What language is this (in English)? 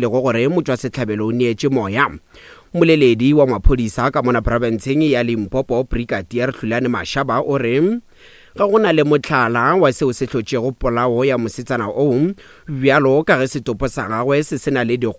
Northern Sotho